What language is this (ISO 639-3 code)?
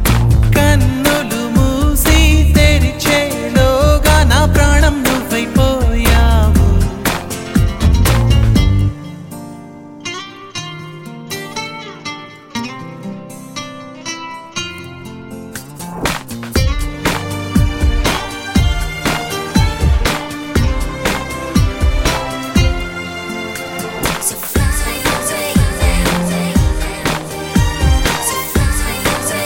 tel